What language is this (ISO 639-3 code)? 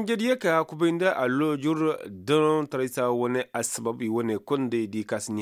ses